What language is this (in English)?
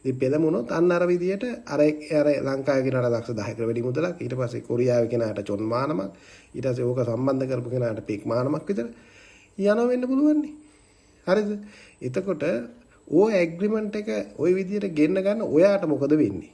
Sinhala